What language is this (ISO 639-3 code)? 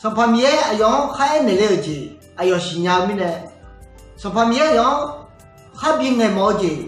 ahk